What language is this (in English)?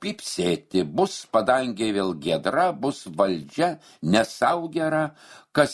Lithuanian